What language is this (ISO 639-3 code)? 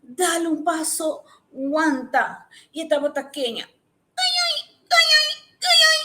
pap